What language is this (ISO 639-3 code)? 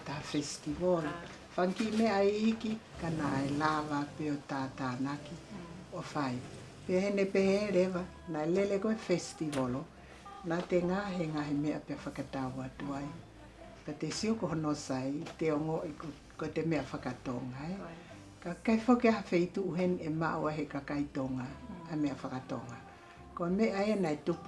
ton